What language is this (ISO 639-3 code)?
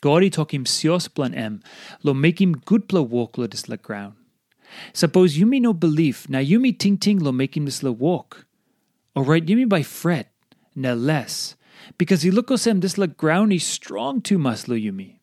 tpi